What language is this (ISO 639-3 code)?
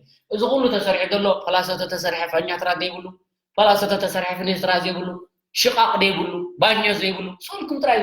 tir